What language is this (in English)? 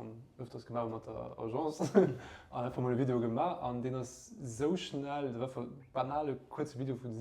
Luxembourgish